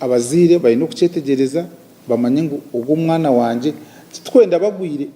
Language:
Nyankole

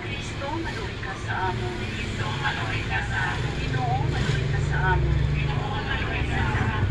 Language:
Hiligaynon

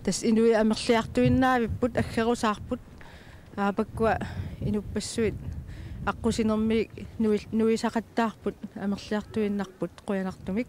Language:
Kalaallisut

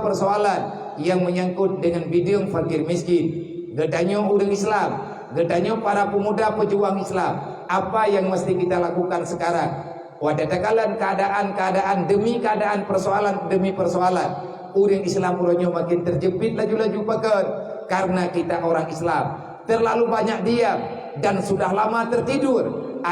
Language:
Achinese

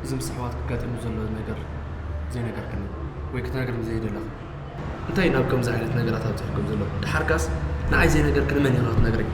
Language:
Tigrinya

